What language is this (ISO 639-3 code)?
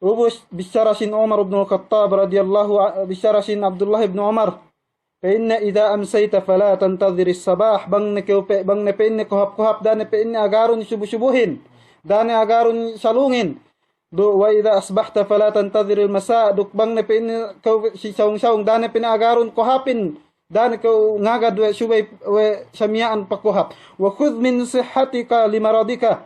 yka